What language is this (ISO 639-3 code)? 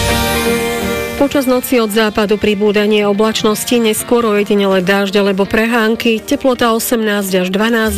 slk